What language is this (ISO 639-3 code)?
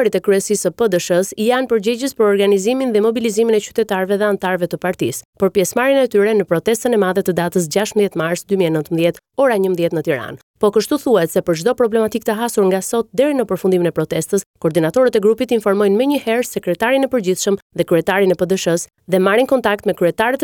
sqi